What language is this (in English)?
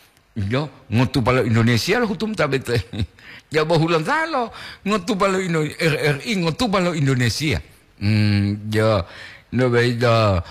Gorontalo